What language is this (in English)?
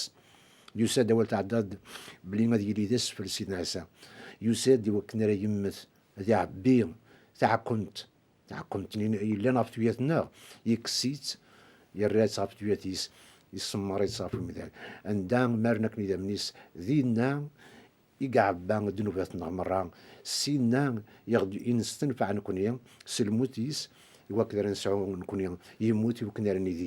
Kabyle